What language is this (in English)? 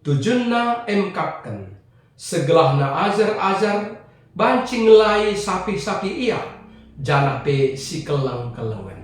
Batak Karo